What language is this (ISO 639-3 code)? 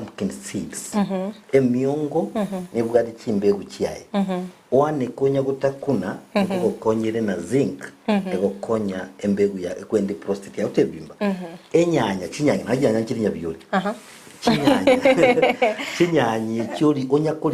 guz